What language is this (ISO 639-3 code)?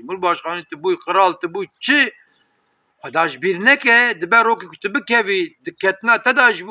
kur